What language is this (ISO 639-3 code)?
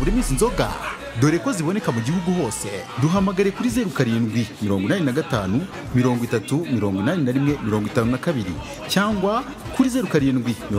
kin